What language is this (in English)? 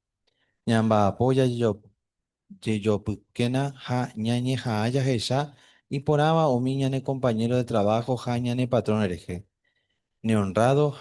Guarani